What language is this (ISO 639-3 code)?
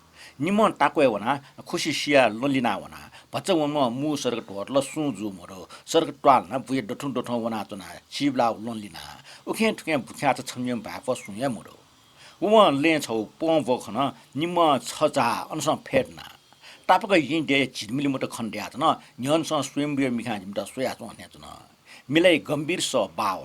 new